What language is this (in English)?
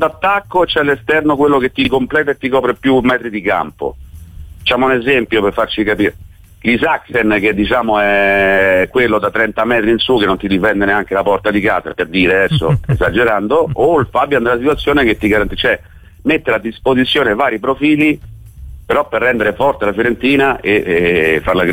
Italian